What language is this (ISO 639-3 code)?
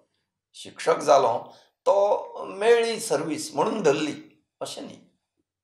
kok